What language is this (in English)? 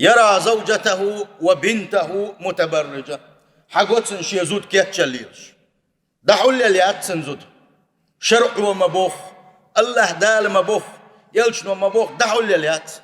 Chechen